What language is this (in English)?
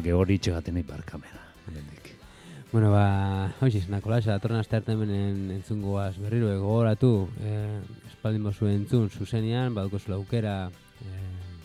Basque